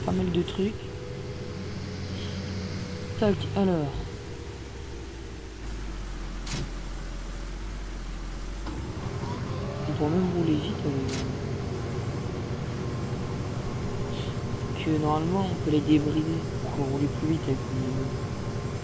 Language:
French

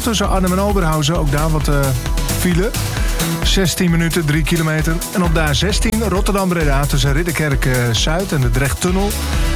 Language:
Dutch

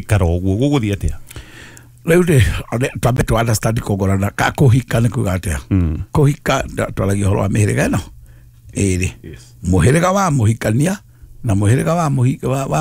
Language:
Kikuyu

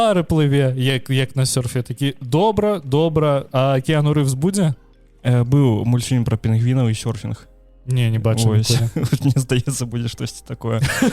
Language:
Belarusian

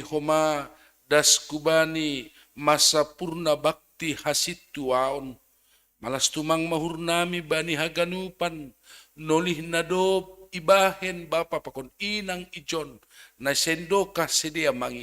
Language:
Batak Simalungun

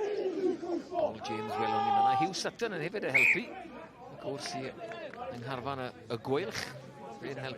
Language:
Welsh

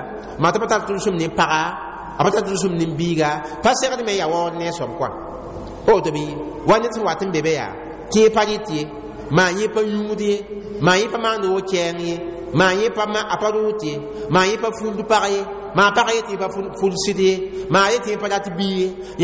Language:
Mossi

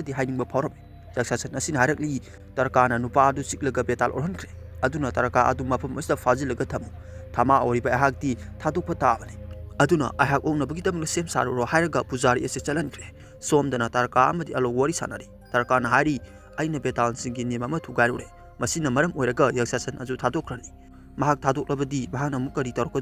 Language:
Manipuri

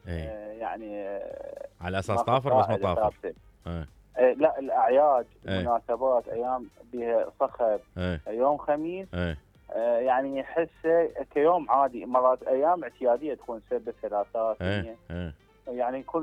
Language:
Mesopotamian Arabic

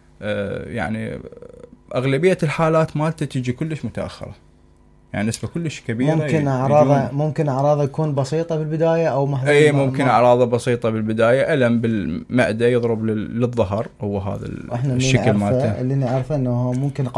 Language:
Mesopotamian Arabic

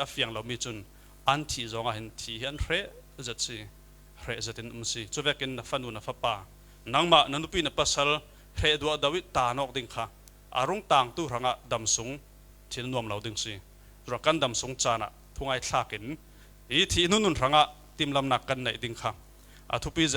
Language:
Falam Chin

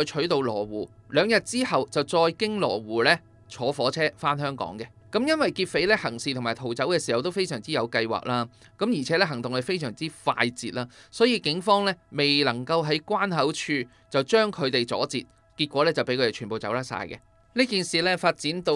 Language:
Cantonese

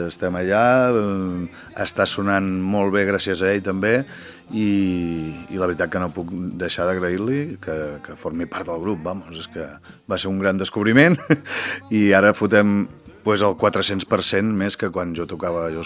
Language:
Catalan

